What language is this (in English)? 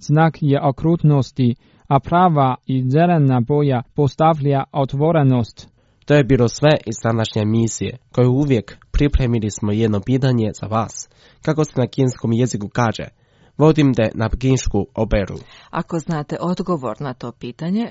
Croatian